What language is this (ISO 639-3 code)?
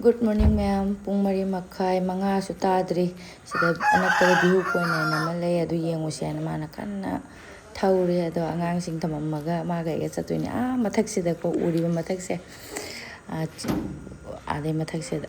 mni